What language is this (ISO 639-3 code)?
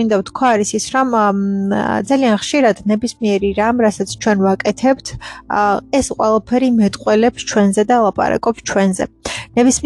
kat